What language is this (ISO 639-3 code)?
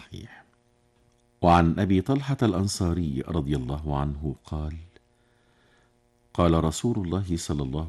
ara